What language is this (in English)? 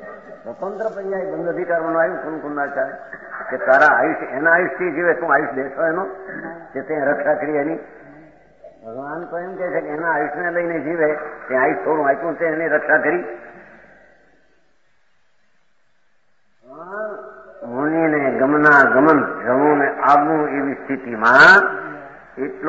Gujarati